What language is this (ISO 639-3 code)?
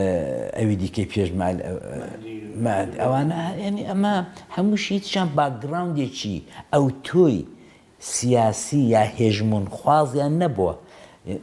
ckb